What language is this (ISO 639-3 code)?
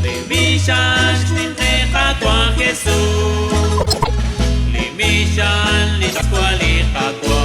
kek